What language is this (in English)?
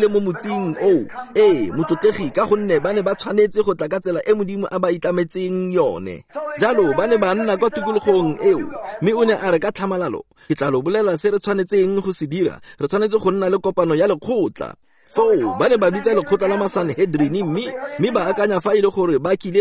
Tswana